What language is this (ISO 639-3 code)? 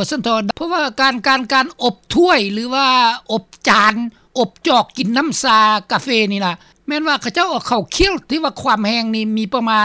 lao